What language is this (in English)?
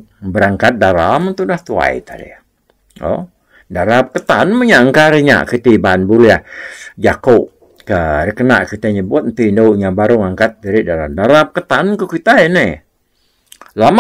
Iban